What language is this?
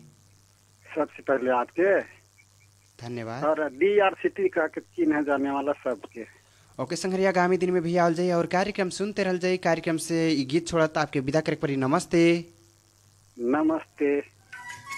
Bhojpuri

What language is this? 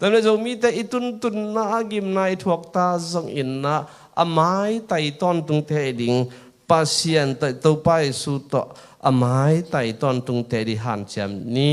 Tedim Chin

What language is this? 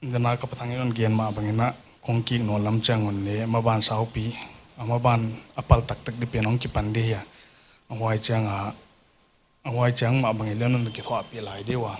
Paite Chin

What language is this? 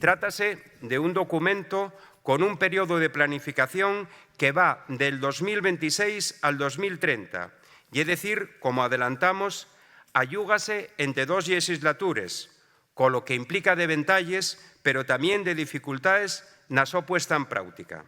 Asturian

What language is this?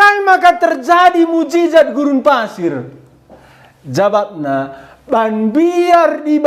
Batak Karo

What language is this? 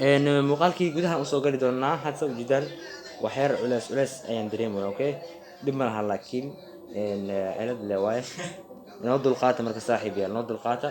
Somali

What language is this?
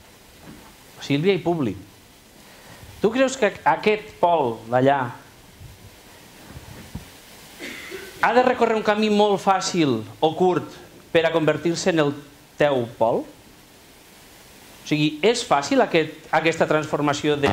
Catalan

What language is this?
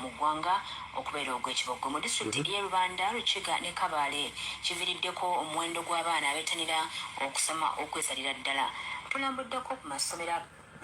Ganda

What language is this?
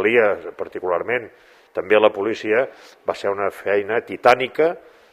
Catalan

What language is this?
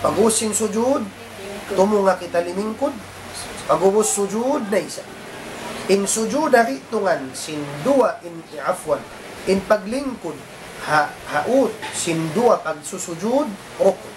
Tausug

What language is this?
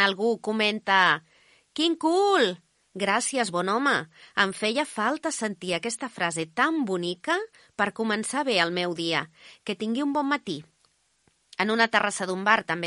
Catalan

